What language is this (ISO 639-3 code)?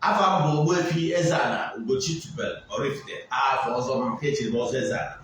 ibo